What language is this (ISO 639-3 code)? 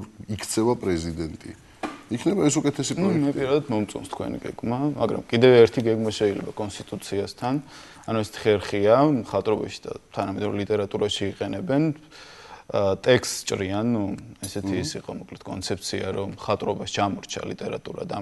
kat